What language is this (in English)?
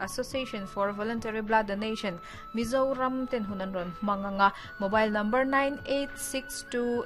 Mizo